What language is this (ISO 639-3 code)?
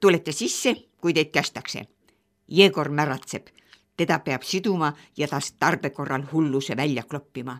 est